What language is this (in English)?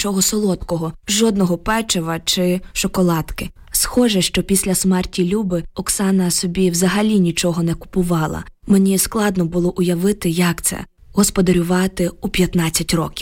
Ukrainian